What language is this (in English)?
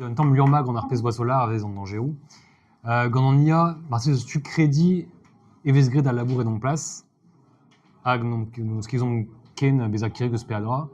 Breton